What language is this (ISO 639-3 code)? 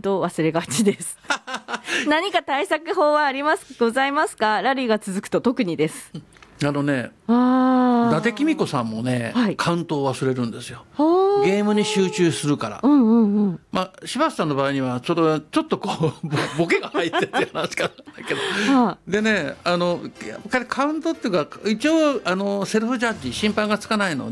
jpn